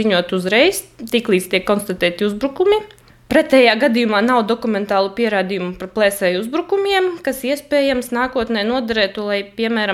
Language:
Latvian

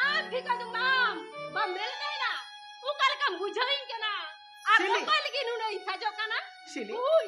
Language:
Santali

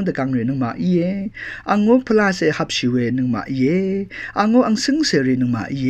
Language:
Rawang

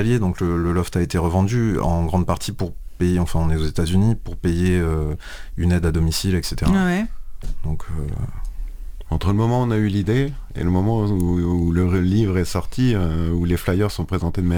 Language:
French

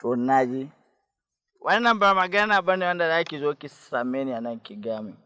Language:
Hausa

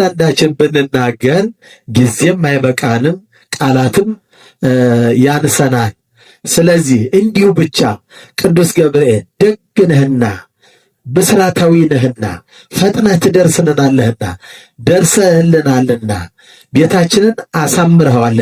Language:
Amharic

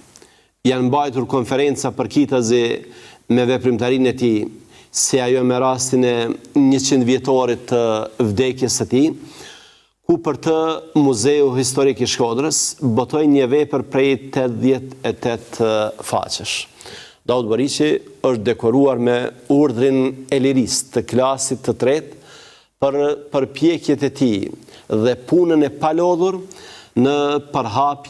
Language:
Albanian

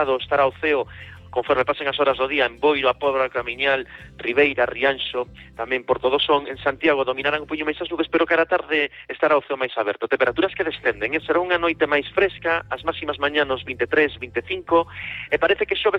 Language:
Galician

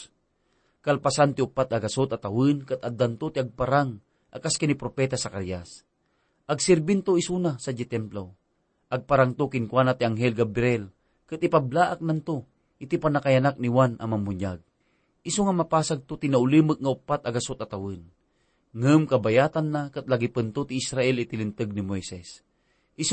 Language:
Iloko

